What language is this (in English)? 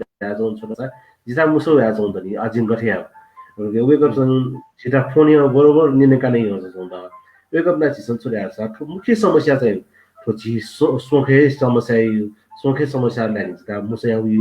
Newari